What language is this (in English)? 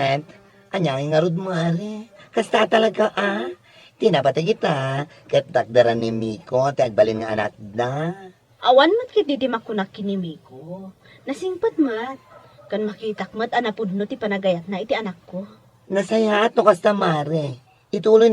Iloko